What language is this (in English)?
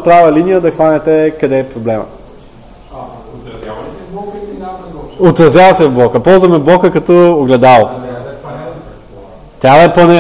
Bulgarian